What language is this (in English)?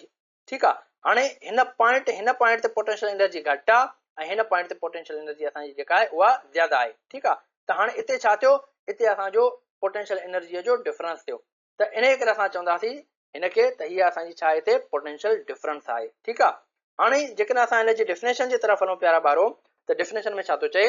Sindhi